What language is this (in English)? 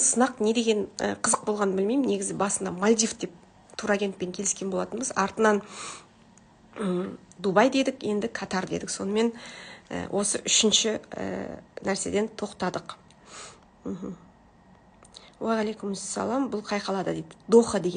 Kazakh